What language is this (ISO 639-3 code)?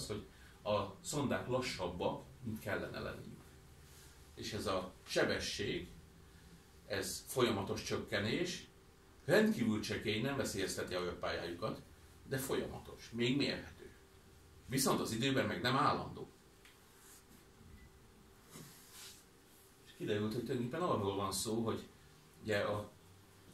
hun